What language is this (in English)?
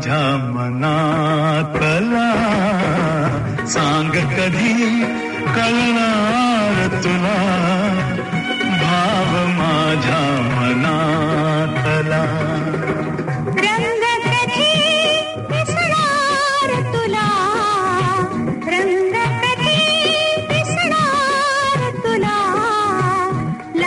Marathi